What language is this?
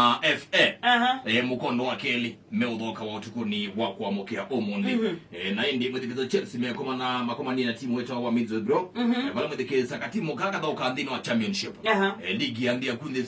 Kamba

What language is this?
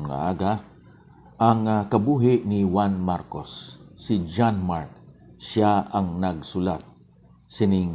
Hiligaynon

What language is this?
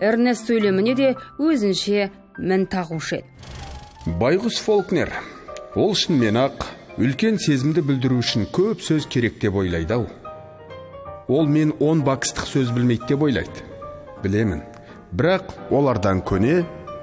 Kazakh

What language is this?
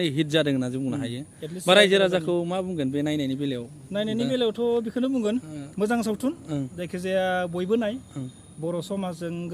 Bodo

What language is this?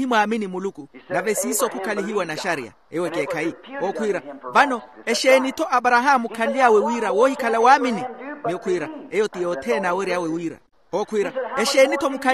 Makhuwa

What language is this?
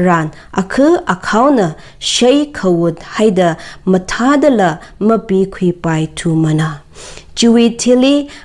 Tangkhul Naga (India)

